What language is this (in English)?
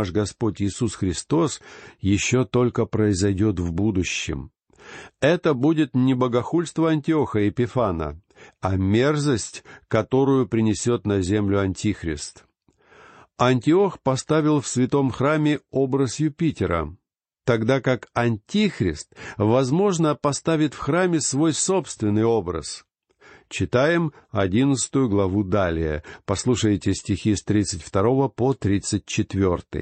Russian